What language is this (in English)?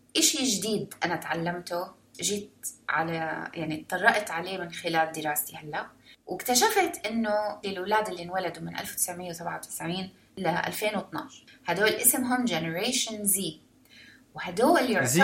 North Levantine Arabic